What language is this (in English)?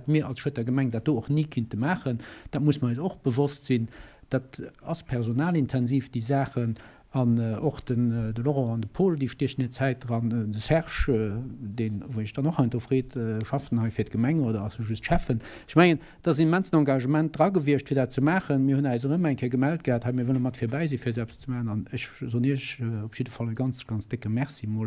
Luxembourgish